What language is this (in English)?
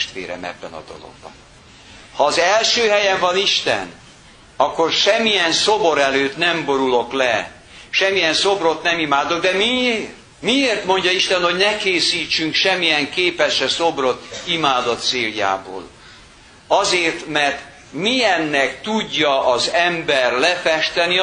Hungarian